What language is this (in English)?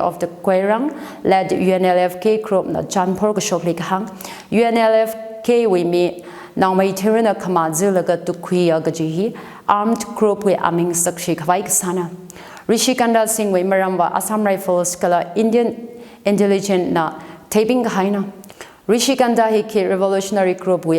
Tangkhul Naga (India)